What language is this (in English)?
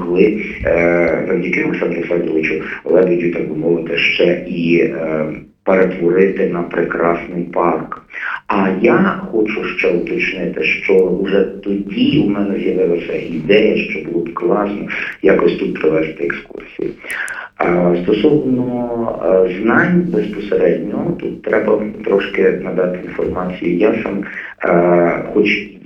Ukrainian